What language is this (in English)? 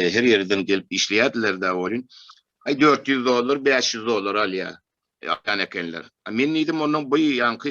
Turkmen